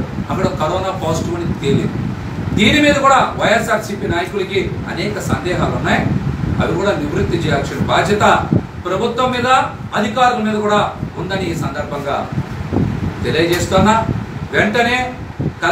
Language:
Telugu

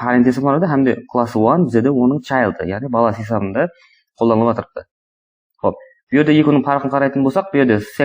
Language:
Kara-Kalpak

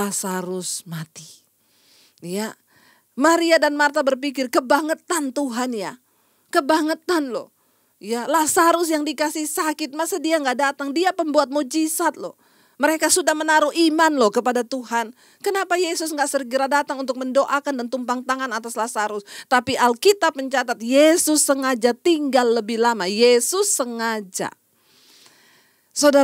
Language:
Indonesian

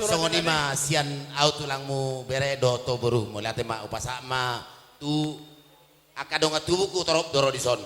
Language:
Batak Toba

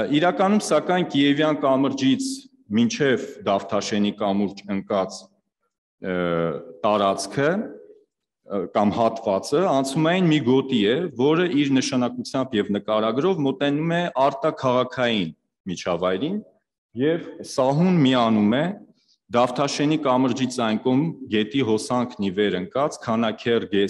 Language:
Armenian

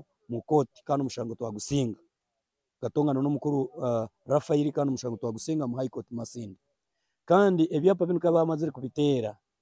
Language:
Nyankole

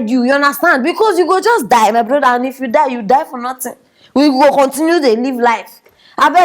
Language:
Nigerian Pidgin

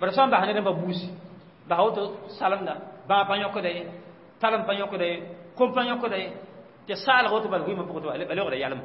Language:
Mossi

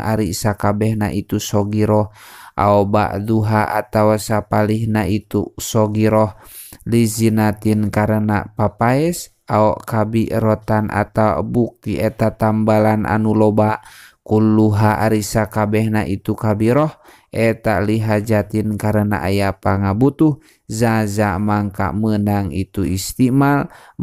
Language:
Sundanese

